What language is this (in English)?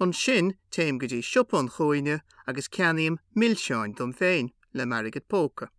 Irish